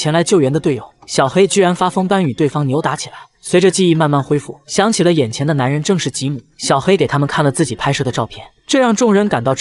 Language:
Chinese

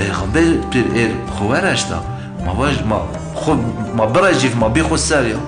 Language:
Zaza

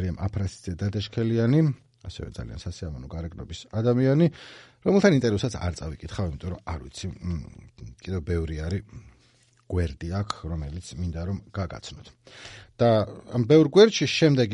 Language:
Georgian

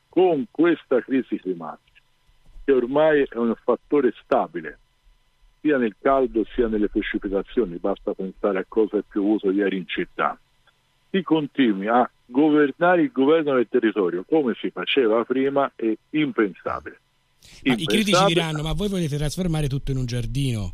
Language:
Italian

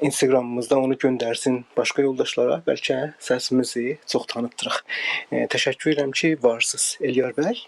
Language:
South Azerbaijani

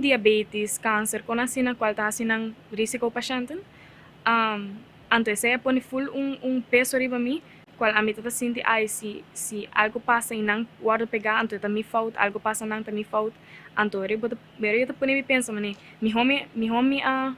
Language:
Papiamento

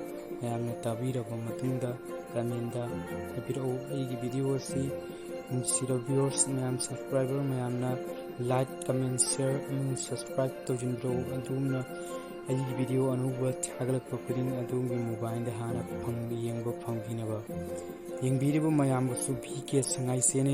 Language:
Manipuri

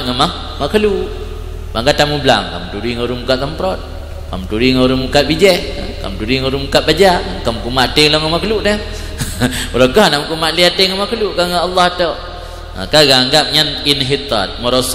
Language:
Achinese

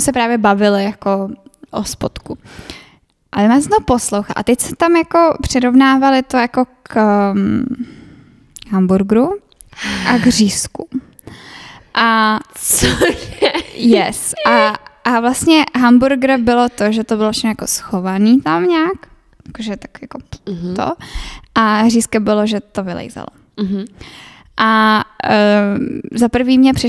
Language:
Czech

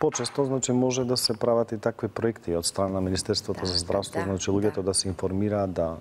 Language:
Macedonian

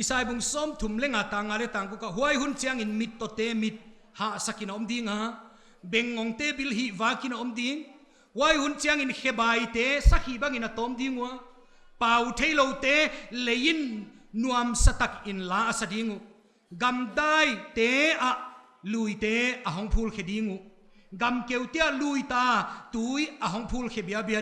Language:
Paite Chin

